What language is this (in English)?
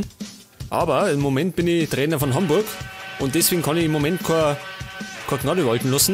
Bavarian